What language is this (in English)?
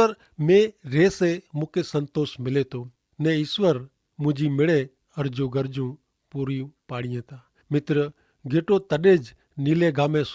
Kachhi